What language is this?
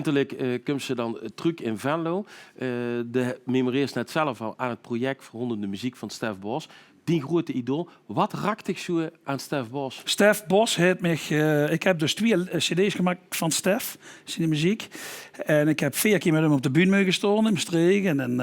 Limburgish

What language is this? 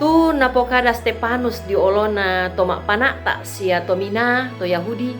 Toraja-Sa'dan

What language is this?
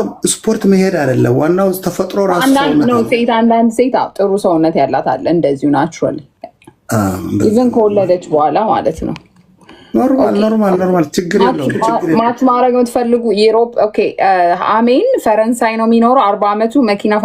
Amharic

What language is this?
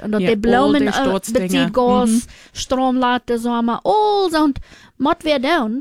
German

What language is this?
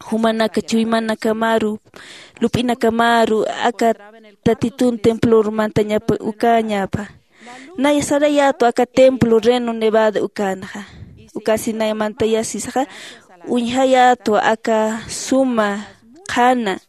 Aymara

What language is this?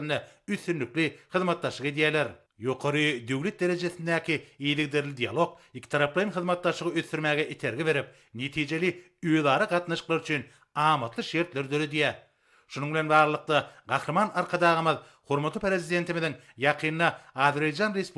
Turkmen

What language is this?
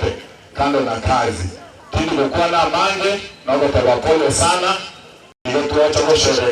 Gusii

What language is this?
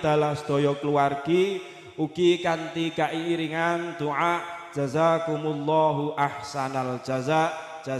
Javanese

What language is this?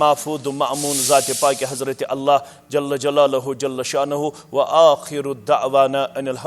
Kashmiri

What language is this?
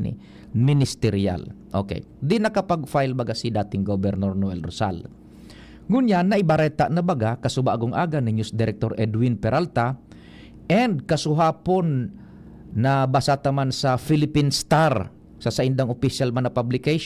Bikol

